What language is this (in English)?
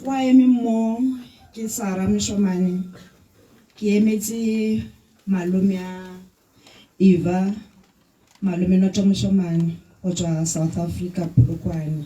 Tswana